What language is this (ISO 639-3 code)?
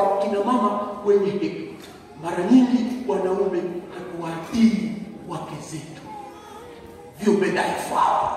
swa